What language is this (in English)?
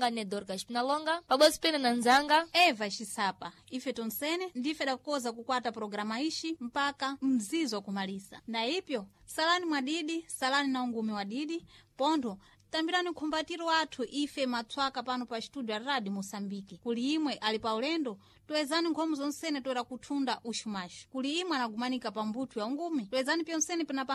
Sena